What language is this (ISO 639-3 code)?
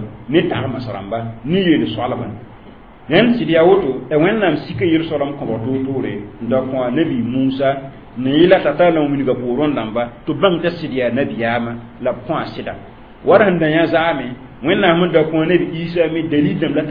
mos